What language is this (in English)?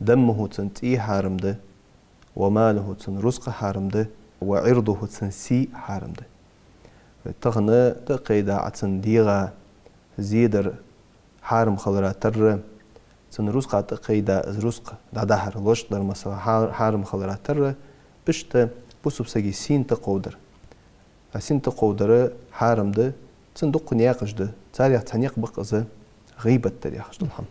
Ingush